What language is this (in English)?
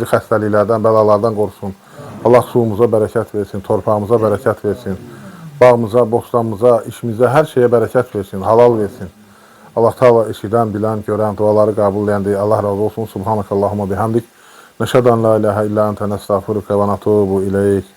Azerbaijani